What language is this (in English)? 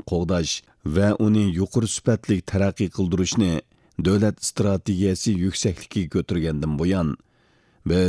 Uyghur